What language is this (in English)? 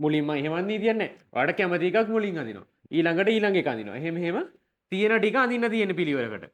Sinhala